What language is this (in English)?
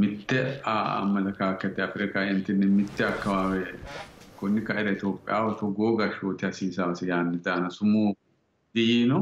Sidamo